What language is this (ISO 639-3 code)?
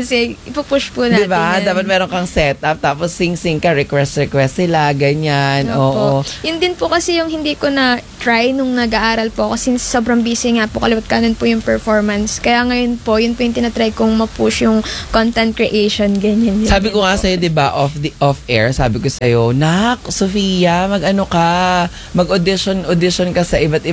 fil